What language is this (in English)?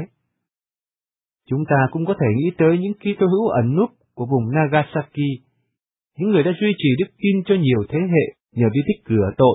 Vietnamese